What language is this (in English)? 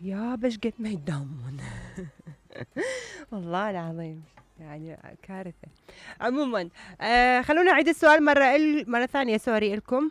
Mesopotamian Arabic